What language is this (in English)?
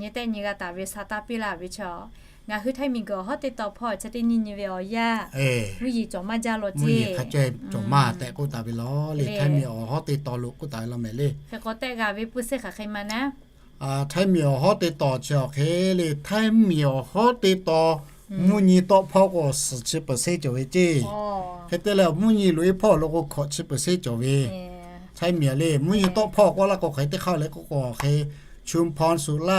Lahu